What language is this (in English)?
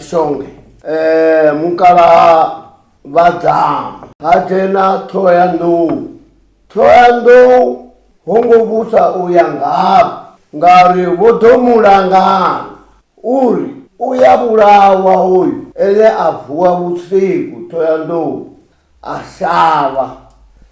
Venda